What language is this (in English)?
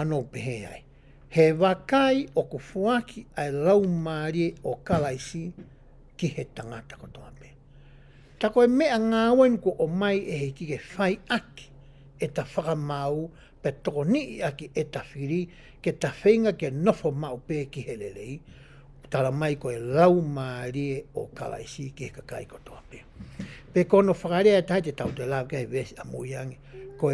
Tongan